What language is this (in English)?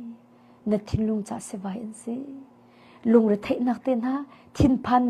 Hakha Chin